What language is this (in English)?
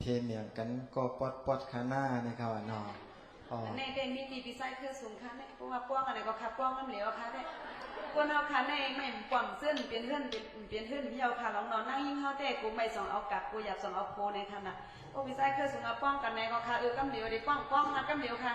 Shan